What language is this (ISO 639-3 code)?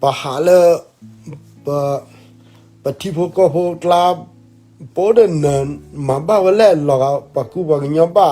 ksw